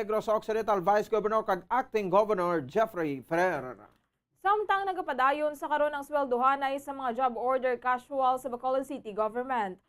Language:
Hiligaynon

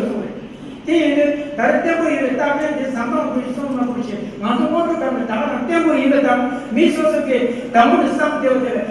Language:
Tibetan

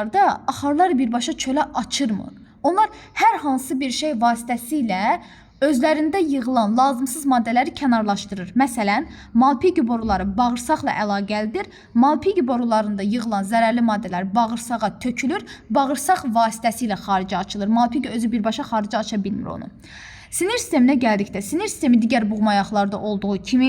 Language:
Azerbaijani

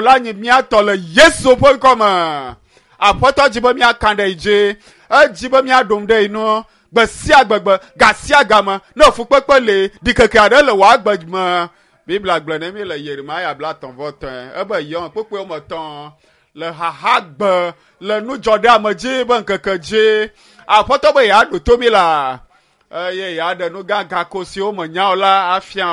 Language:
Ewe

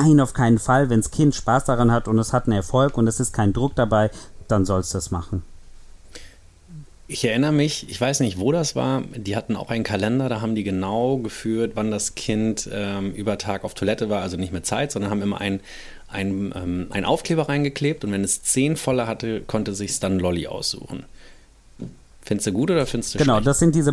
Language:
German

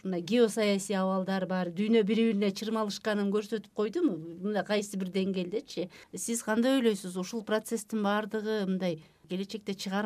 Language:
Kyrgyz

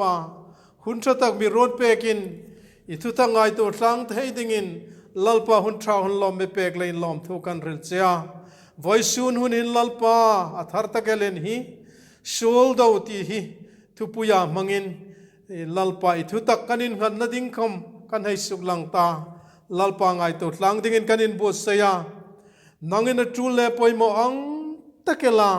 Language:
Hmar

